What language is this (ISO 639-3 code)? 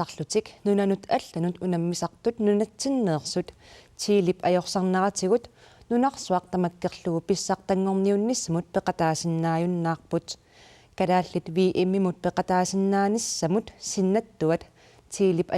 kal